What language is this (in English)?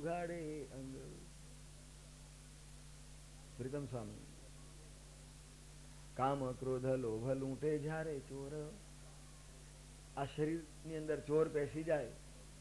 Gujarati